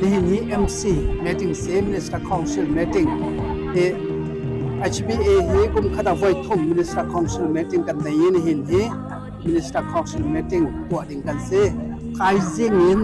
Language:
Hakha Chin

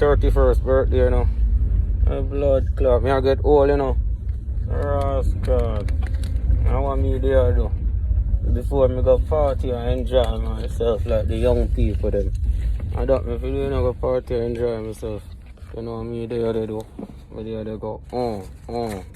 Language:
Jamaican Creole English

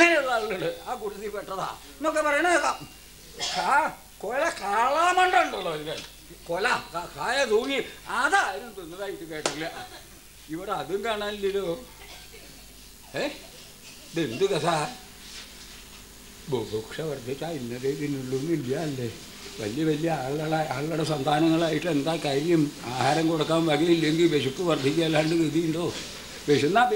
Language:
Malayalam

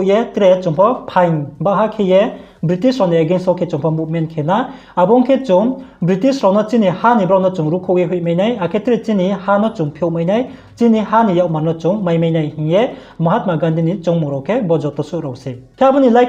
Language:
Riang (India)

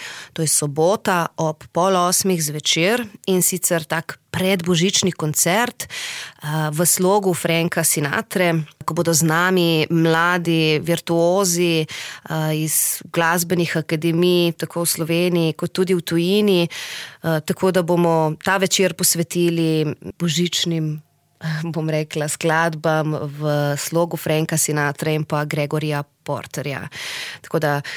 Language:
Slovenian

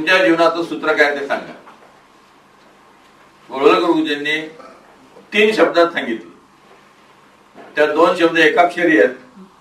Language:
Marathi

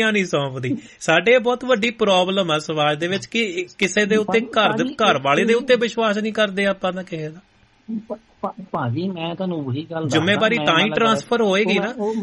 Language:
Punjabi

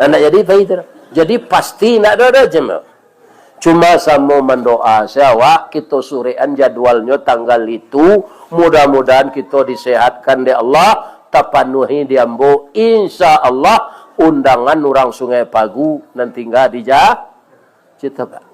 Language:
Minangkabau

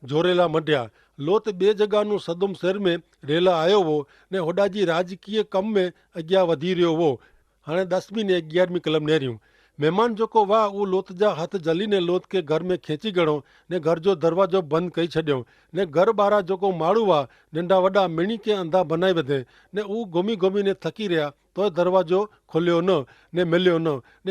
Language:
Kachhi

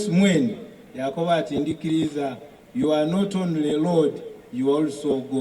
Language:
Soga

